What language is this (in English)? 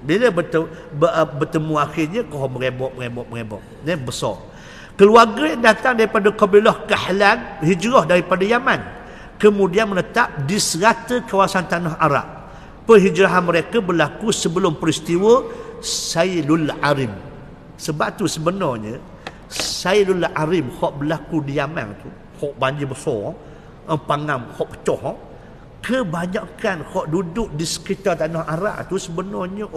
Malay